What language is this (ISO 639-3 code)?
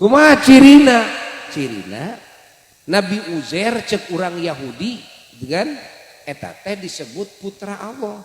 sun